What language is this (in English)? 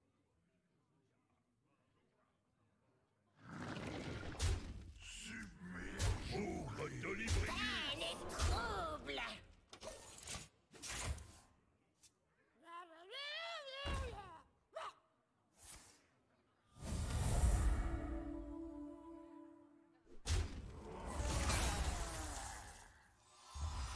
French